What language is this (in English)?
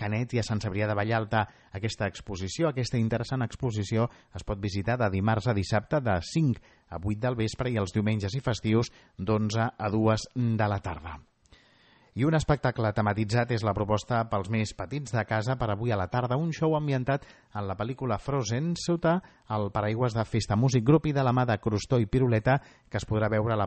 Catalan